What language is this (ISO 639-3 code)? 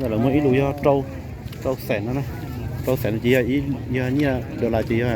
hmn